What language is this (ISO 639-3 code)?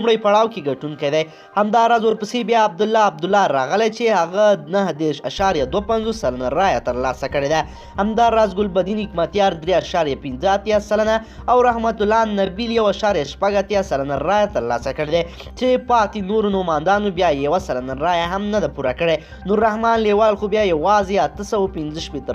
pus